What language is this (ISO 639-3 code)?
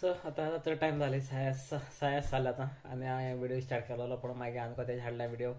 kok